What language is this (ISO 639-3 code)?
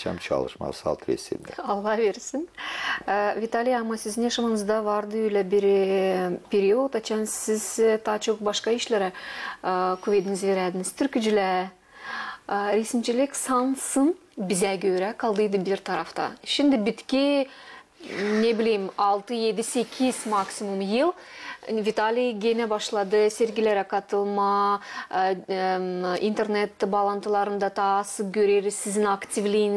gag